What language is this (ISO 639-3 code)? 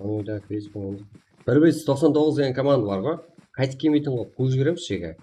kaa